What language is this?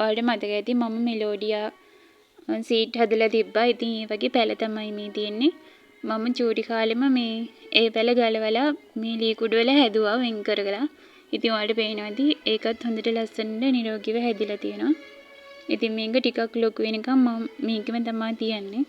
Sinhala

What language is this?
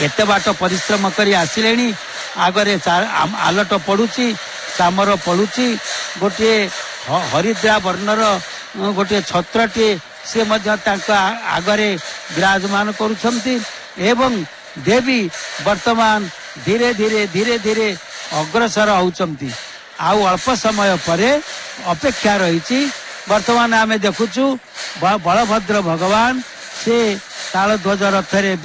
Odia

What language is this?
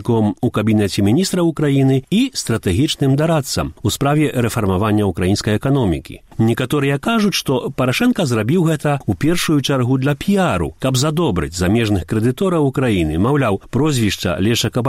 Belarusian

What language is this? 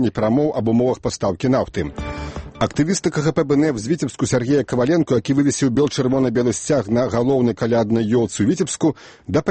Belarusian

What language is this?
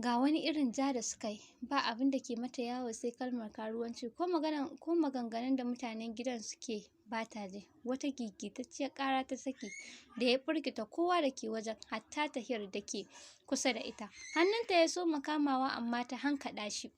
Hausa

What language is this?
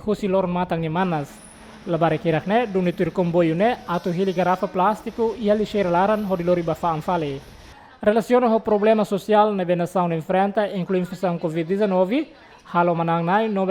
Tetum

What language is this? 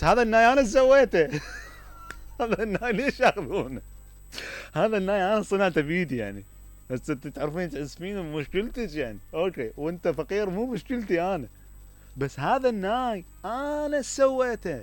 Mesopotamian Arabic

